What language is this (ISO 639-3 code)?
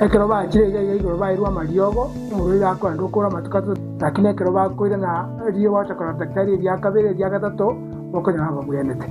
guz